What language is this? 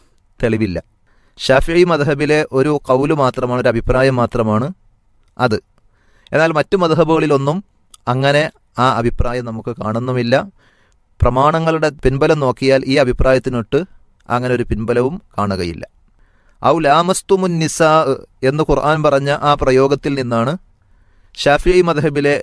Malayalam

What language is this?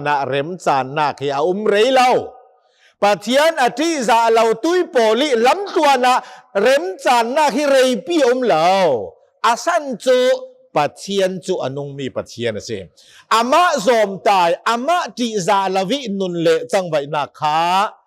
Hakha Chin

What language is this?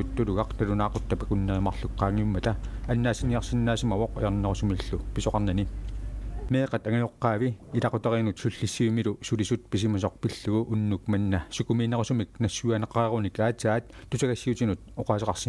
Kalaallisut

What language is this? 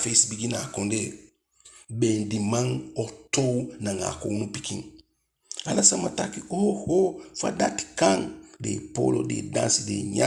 Eastern Maroon Creole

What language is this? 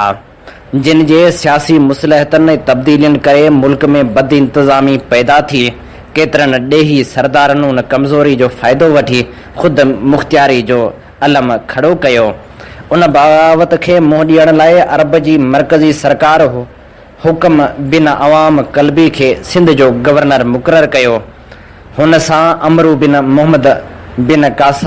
Sindhi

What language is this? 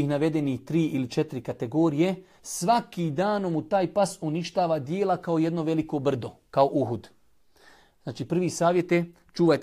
Bosnian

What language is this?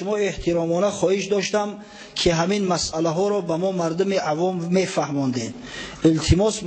Tajik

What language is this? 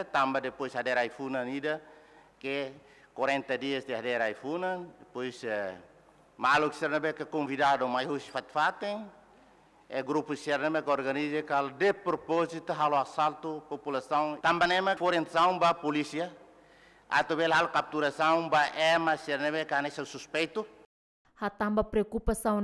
Tetum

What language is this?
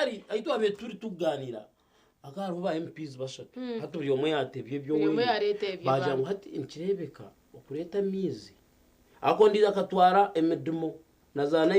Nyankole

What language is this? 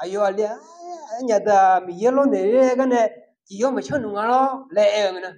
Akha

